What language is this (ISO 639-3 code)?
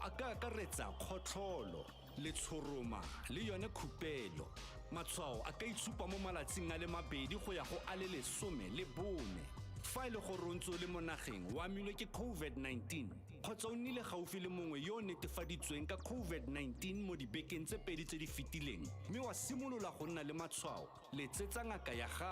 tsn